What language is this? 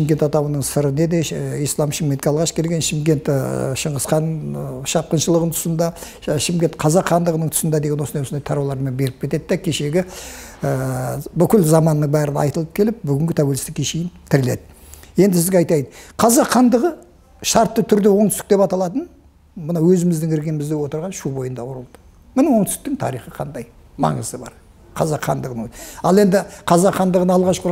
Kazakh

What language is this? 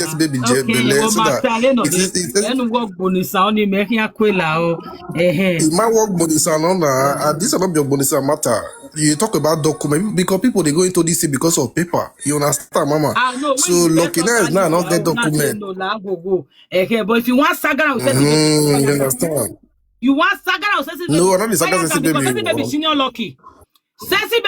Nigerian Pidgin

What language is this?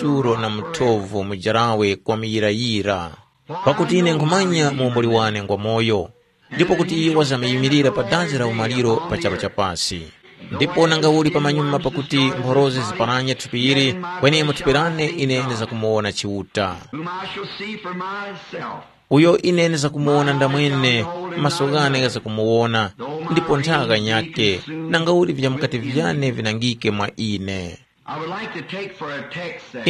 Tumbuka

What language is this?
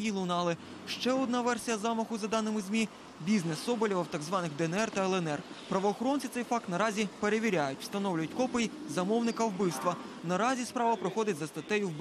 Ukrainian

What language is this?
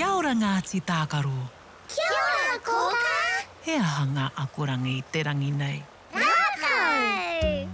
Māori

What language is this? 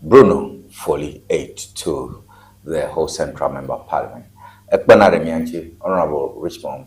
Ewe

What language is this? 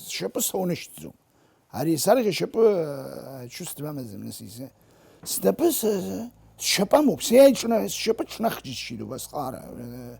Abkhazian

